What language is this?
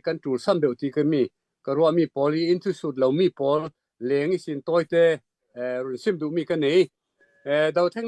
Hakha Chin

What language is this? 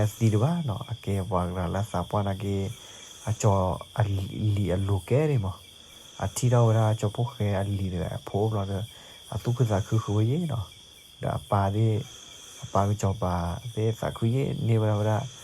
S'gaw Karen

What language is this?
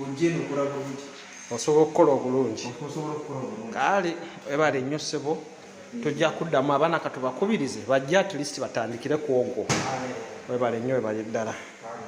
Ganda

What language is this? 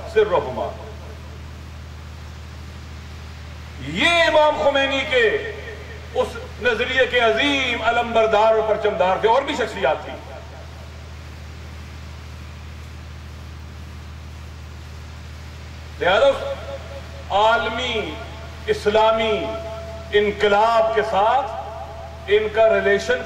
Urdu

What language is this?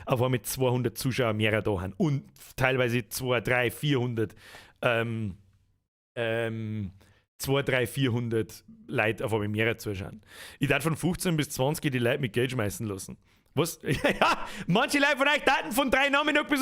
Bavarian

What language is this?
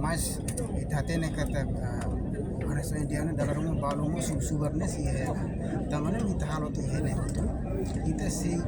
Tetum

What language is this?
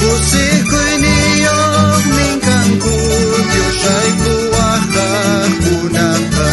South Bolivian Quechua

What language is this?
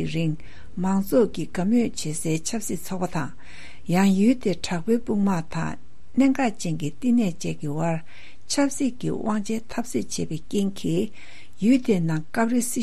Tibetan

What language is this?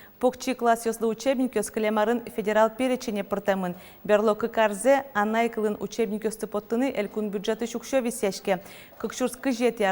Udmurt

